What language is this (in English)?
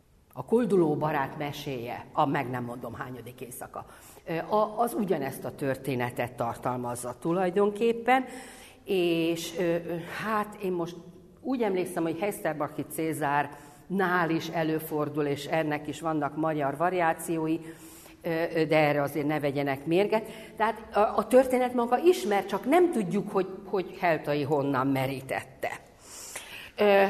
Hungarian